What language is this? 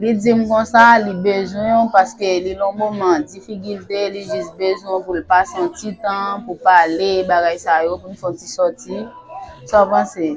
Haitian Creole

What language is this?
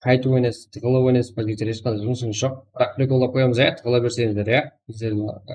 Kara-Kalpak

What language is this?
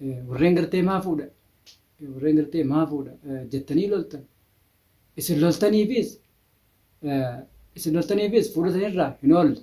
Oromo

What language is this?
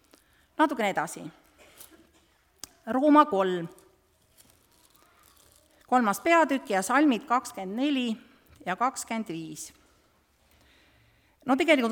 Estonian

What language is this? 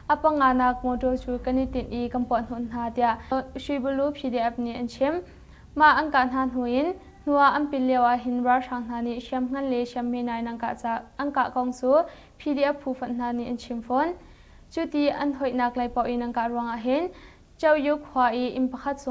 Hakha Chin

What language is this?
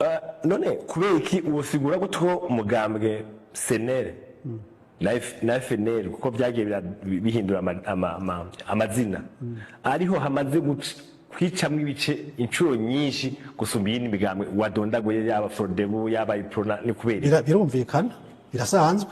Rundi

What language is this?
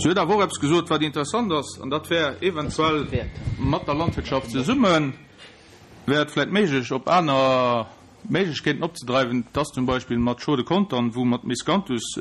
Luxembourgish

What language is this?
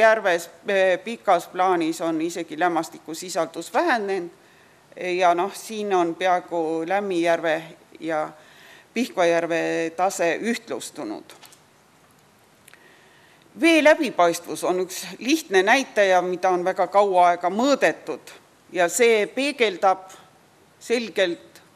Estonian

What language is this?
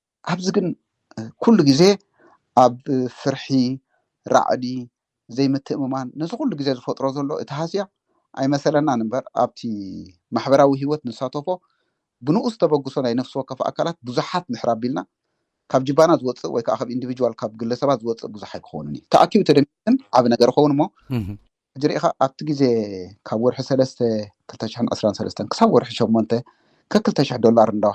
Tigrinya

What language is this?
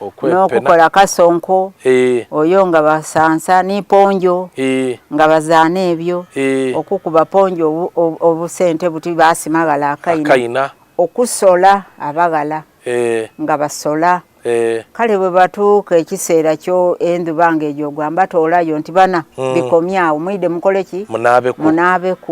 Soga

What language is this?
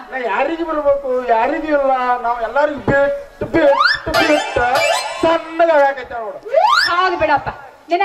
Kannada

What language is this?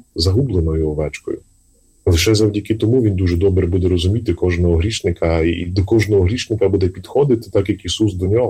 Ukrainian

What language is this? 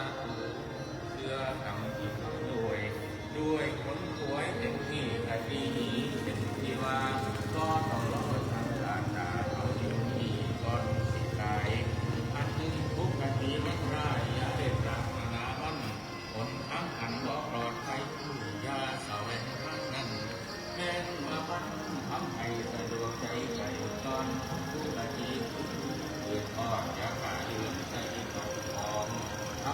Northeastern Thai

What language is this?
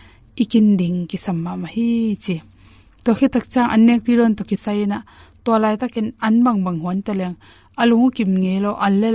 Tedim Chin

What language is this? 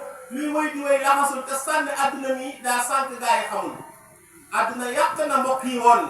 Wolof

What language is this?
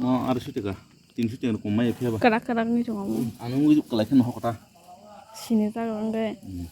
Kok Borok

